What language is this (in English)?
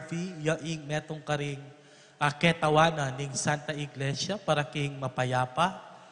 Pampanga